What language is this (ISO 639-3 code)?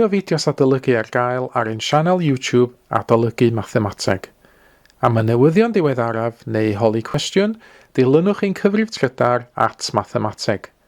cym